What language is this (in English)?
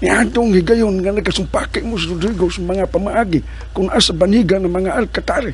Cebuano